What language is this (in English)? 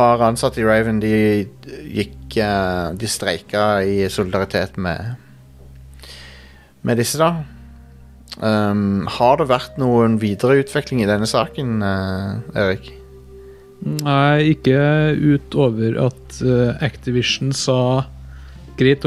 Norwegian